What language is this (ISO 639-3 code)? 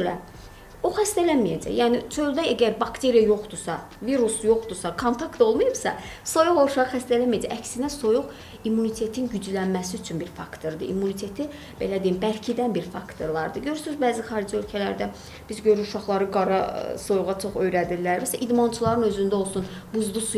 aze